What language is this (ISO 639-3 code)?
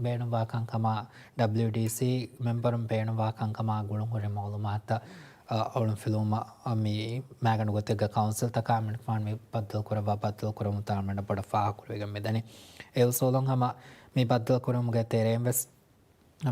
div